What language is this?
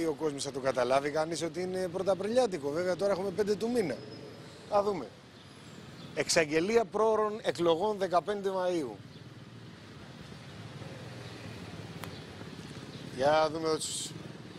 Greek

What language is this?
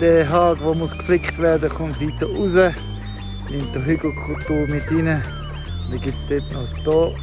Swiss German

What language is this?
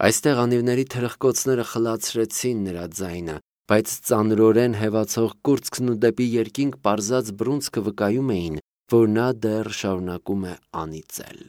Armenian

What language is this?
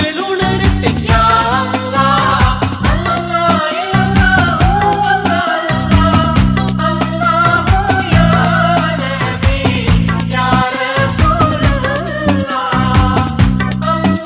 Malayalam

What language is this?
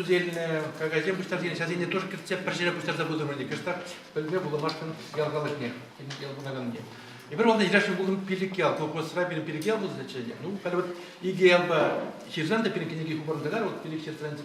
Chuvash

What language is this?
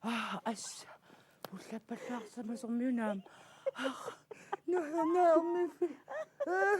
Kalaallisut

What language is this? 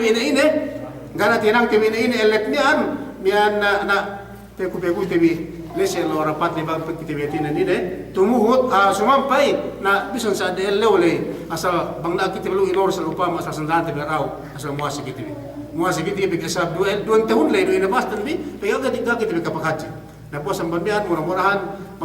Yakan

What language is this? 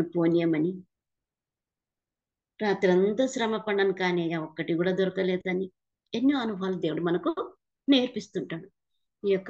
Telugu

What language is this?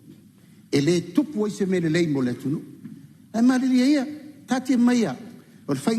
Samoan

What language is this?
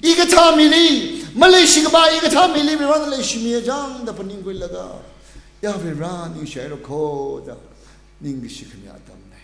Tangkhul Naga (India)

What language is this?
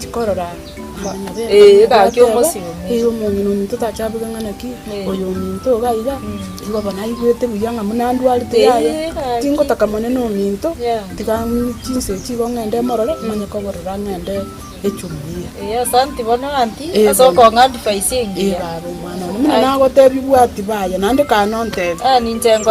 Gusii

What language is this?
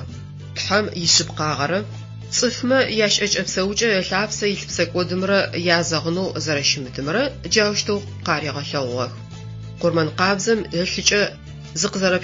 Adyghe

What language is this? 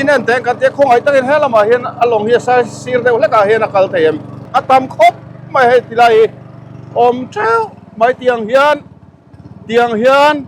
Mizo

